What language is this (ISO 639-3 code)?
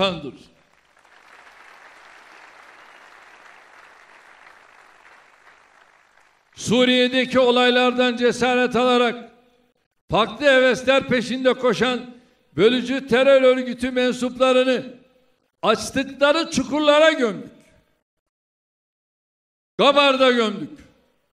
tur